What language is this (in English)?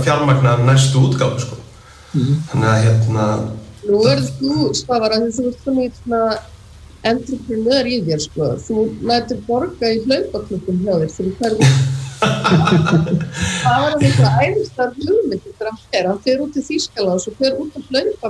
Icelandic